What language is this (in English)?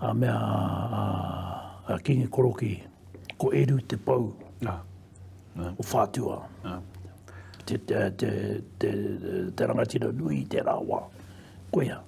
Māori